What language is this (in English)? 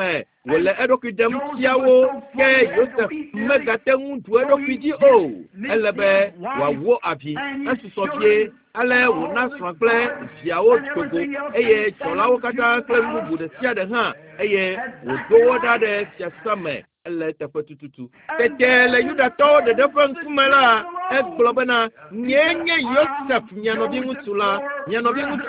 Ewe